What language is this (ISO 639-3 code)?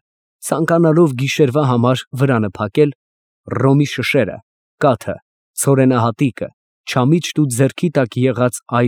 hye